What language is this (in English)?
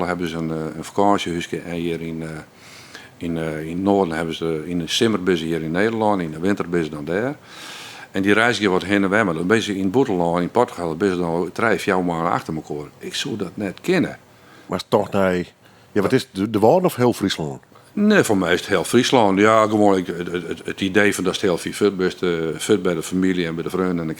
Western Frisian